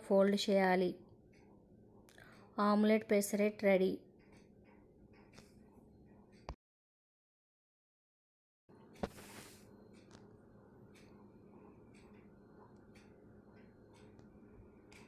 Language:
Telugu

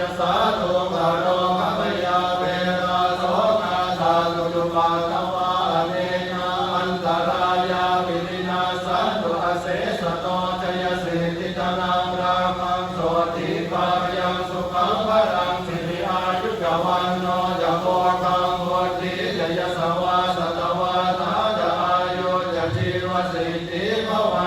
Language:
Pali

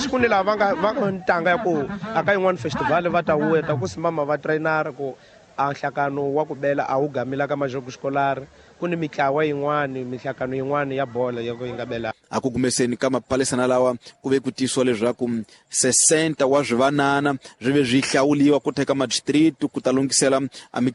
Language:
Tsonga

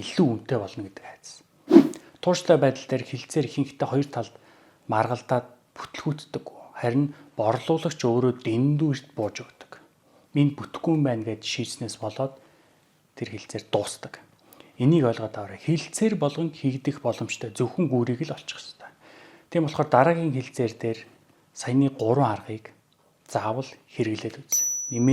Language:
Mongolian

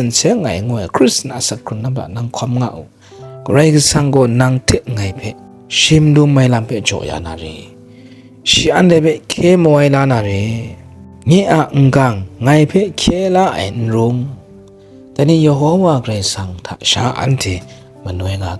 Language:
Kachin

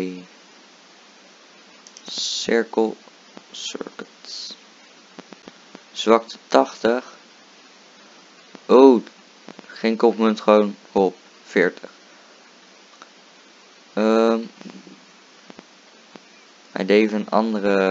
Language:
Dutch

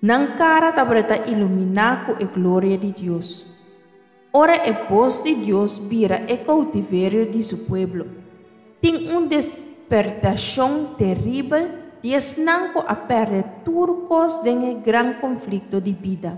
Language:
Papiamento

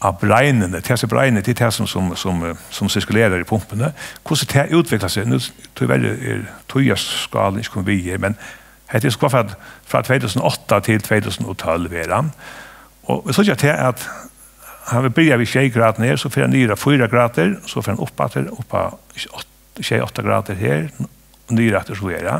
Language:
Faroese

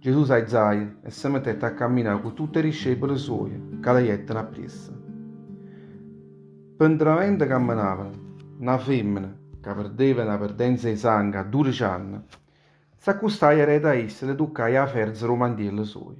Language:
Neapolitan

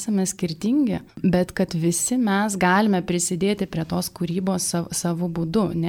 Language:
Lithuanian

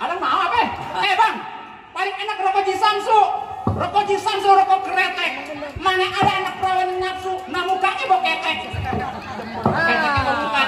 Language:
Betawi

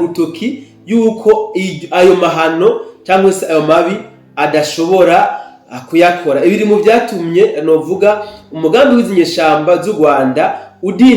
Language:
Rundi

